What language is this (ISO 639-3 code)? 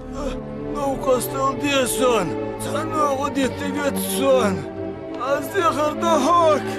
inh